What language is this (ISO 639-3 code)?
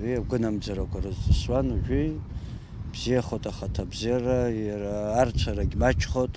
abk